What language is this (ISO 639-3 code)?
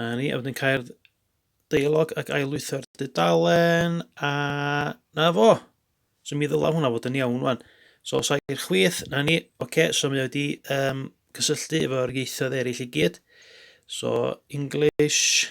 cym